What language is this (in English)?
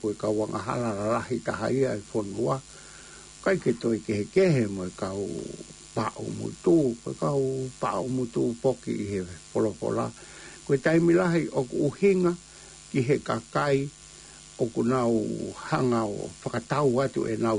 Tongan